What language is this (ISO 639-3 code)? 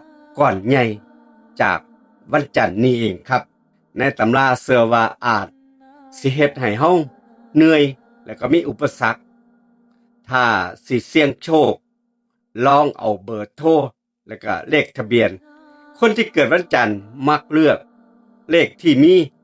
lao